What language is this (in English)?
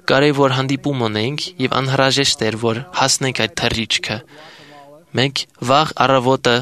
Armenian